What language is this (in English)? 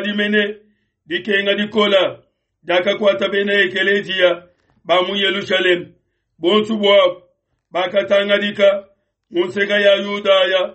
Luba-Lulua